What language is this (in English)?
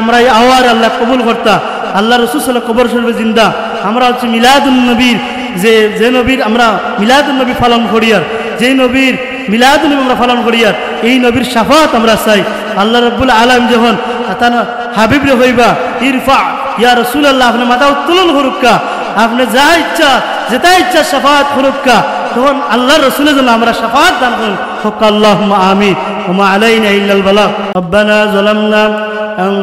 Sylheti